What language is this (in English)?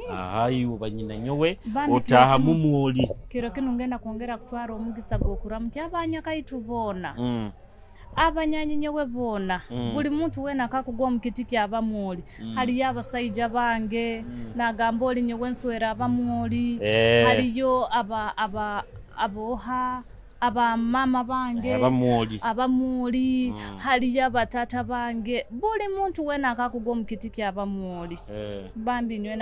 Nyoro